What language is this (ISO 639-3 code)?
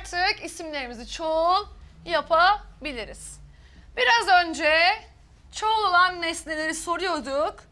tur